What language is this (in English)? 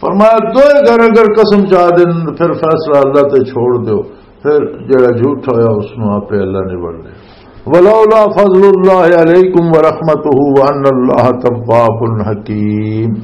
Western Panjabi